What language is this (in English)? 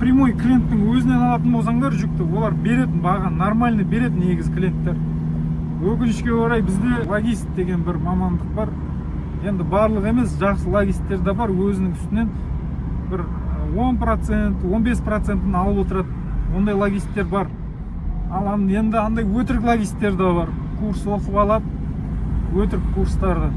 Kazakh